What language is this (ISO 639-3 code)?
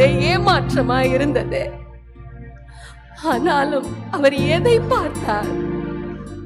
tam